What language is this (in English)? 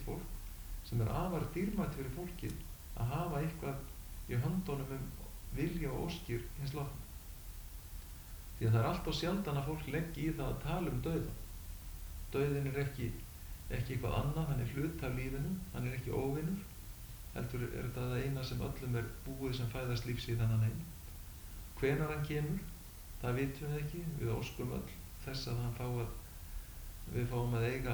Icelandic